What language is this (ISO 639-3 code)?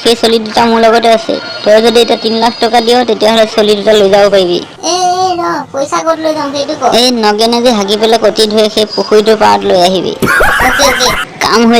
asm